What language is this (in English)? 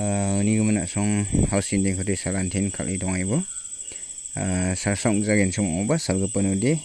Garo